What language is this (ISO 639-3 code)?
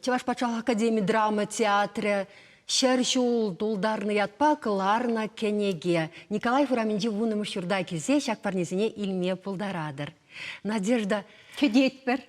chv